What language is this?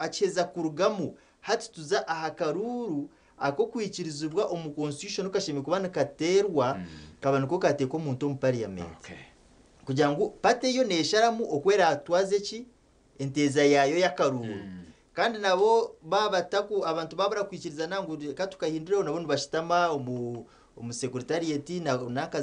Nyankole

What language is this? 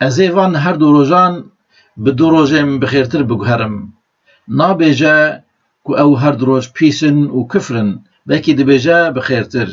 Kurdish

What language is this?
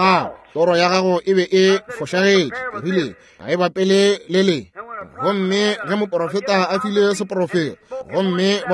Northern Sotho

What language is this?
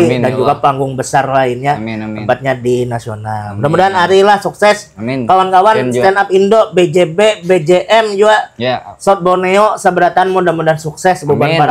Banjar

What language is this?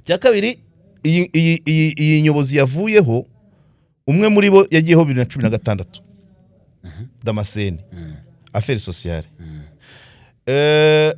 Kinyarwanda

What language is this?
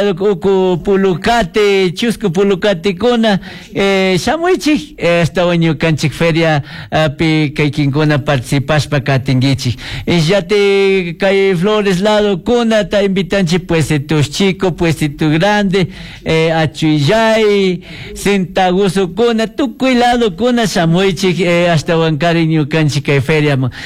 Chimborazo Highland Quichua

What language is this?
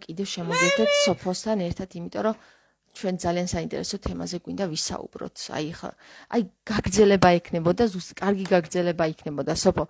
Georgian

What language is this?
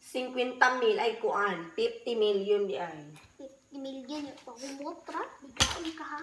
Cebuano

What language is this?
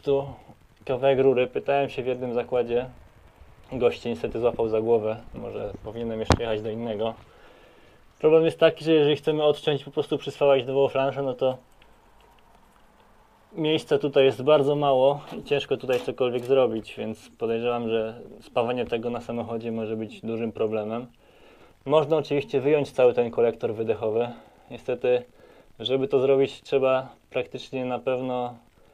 Polish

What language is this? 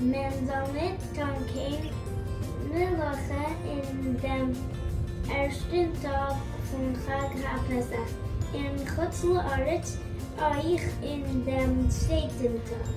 Yiddish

